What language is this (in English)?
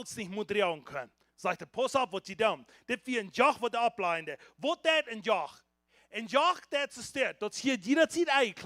Plautdietsch